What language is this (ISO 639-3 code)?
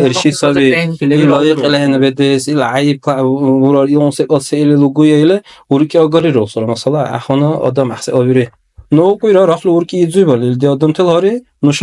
dar